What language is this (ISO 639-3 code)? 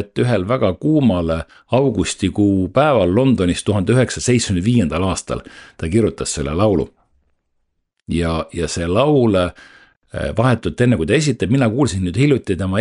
est